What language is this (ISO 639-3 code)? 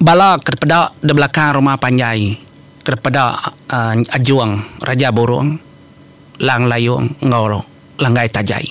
iba